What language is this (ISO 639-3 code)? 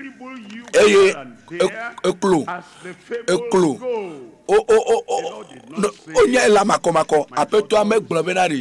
ewe